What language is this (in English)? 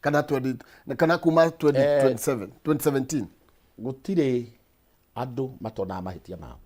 Kikuyu